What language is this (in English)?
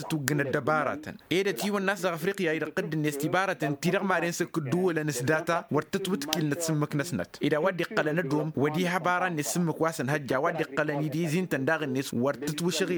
Tamasheq